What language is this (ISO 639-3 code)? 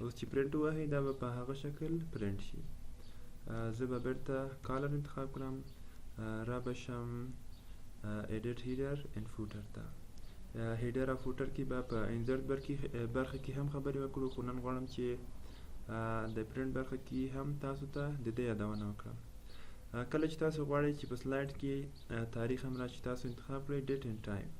pus